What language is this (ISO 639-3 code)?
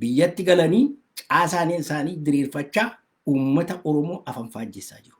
orm